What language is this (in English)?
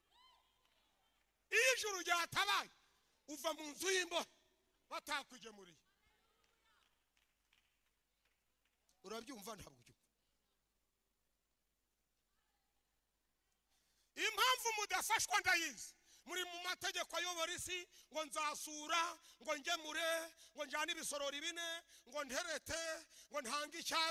Kinyarwanda